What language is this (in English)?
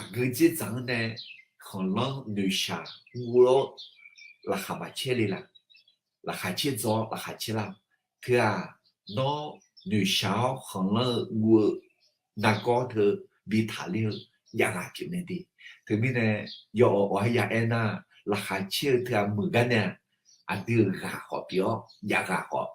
Akha